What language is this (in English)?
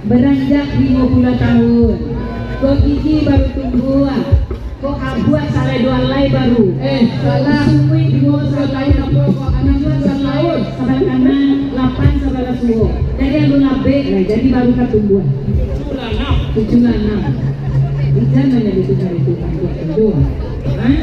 Minangkabau